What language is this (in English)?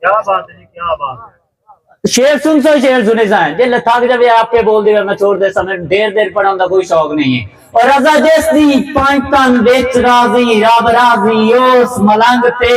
Saraiki